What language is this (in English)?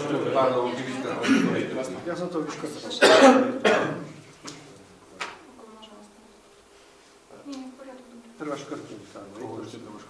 Slovak